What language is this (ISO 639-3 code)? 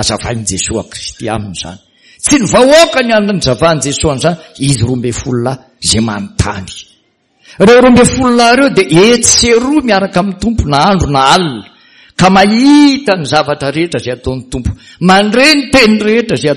mlg